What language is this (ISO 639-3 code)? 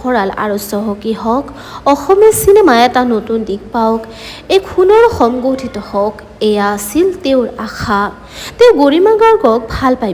asm